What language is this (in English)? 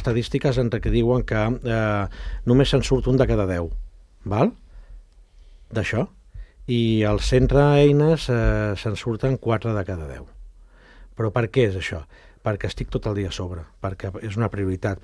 Catalan